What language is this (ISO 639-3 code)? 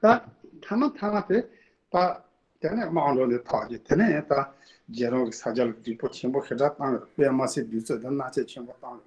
bod